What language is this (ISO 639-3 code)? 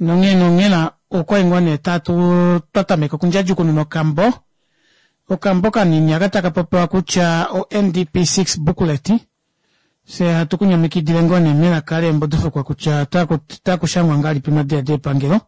kua